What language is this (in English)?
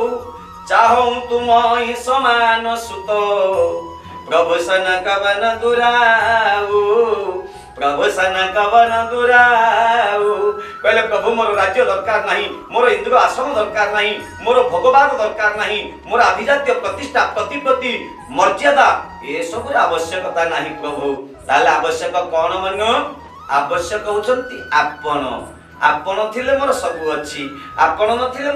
Odia